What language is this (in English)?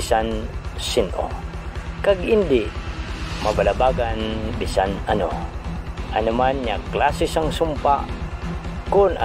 Hiligaynon